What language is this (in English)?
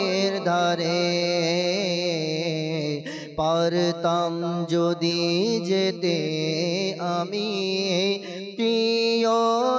Bangla